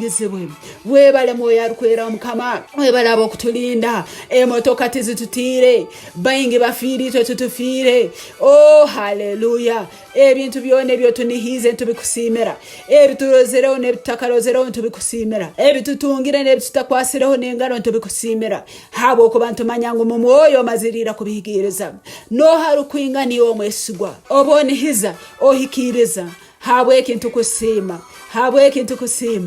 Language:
Tooro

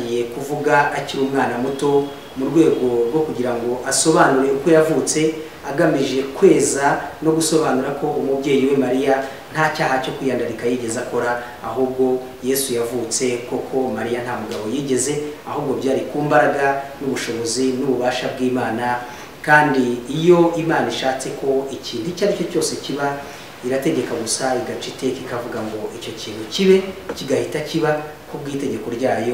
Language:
Kinyarwanda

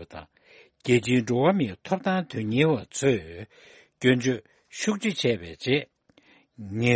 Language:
Tibetan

